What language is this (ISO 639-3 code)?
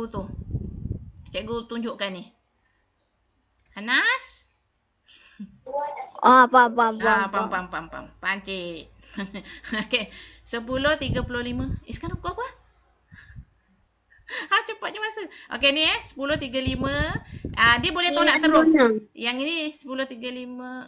msa